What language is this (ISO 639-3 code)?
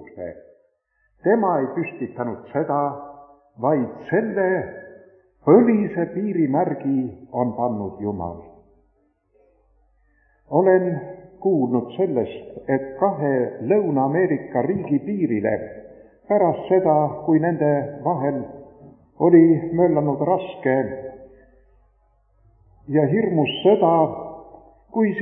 est